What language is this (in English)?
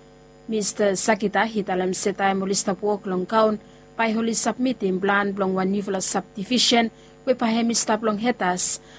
Bislama